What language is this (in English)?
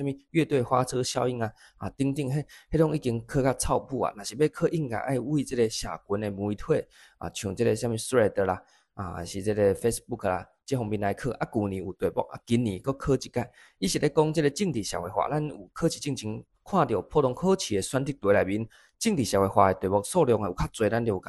Min Nan Chinese